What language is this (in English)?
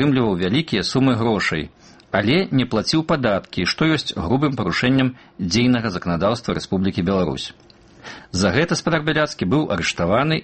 Belarusian